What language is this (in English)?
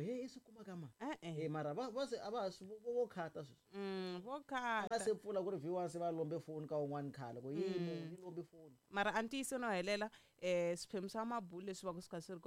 Tsonga